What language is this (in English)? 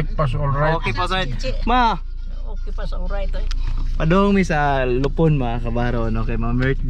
Cebuano